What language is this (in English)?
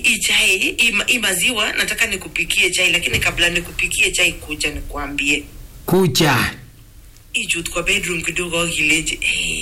Swahili